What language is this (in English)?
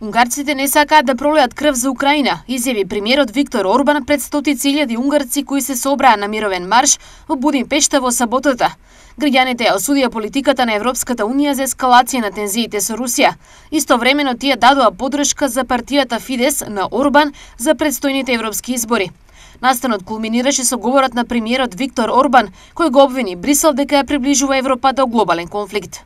Macedonian